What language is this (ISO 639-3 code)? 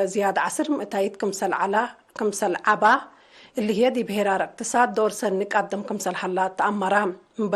tig